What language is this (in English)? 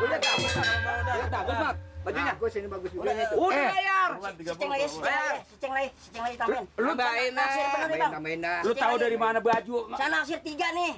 Betawi